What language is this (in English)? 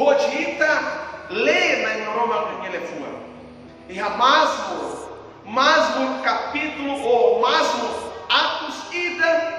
Tetum